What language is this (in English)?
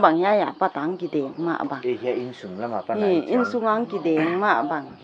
Paite Chin